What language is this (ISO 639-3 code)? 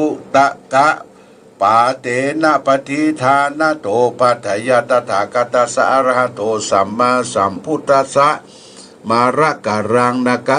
pli